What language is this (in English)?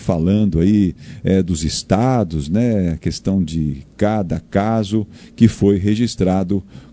Portuguese